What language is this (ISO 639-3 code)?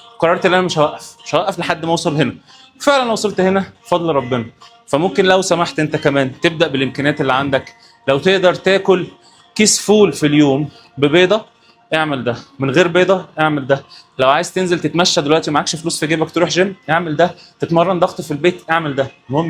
arz